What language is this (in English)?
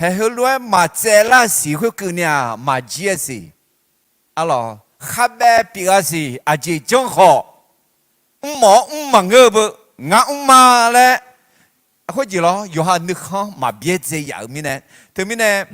Akha